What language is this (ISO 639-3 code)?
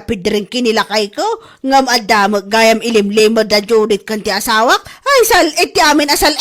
ilo